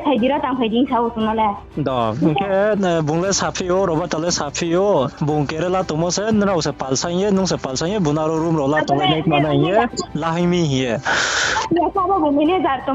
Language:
Riang (India)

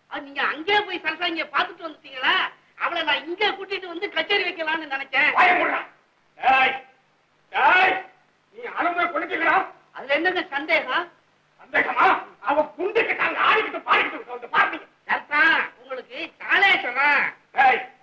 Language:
Tamil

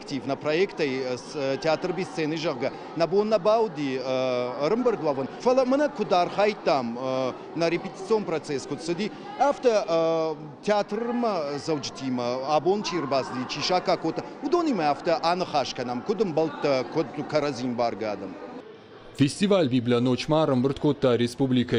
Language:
Ossetic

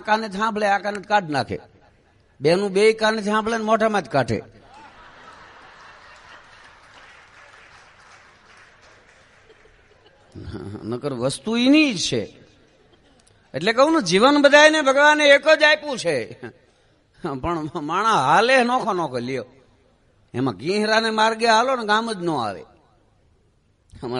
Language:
Gujarati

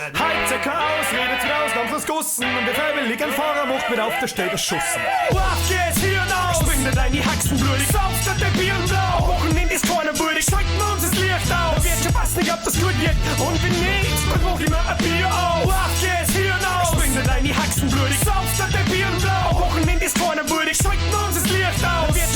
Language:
Bavarian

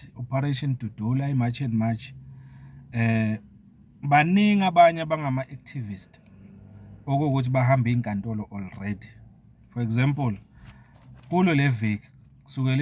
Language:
Zulu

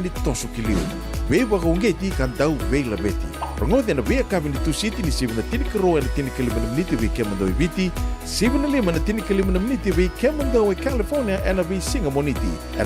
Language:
Fijian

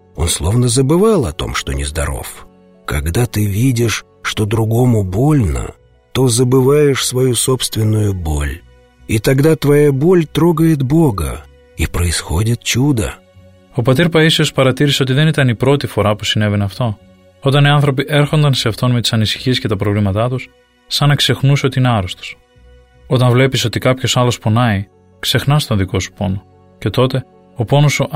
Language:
Greek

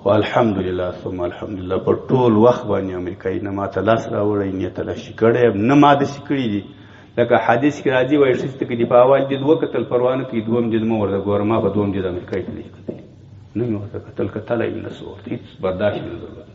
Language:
Pashto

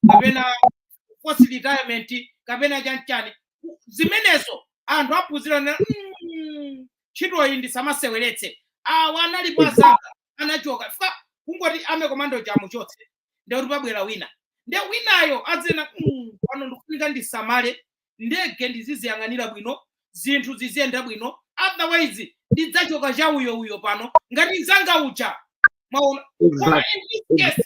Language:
Nyanja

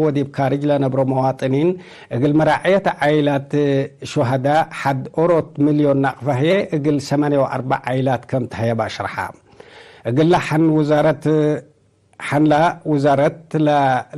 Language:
Tigre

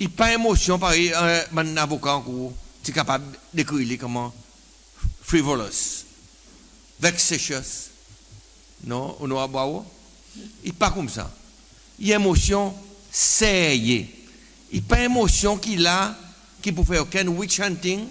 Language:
Seselwa Creole French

